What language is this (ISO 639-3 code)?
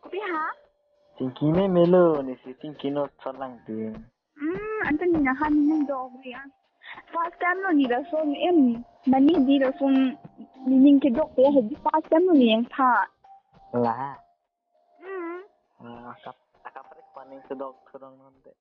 mjw